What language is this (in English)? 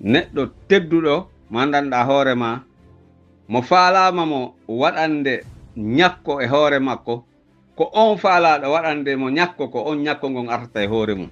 Pular